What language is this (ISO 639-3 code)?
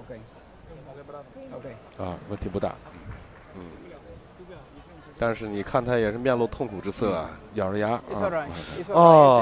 zho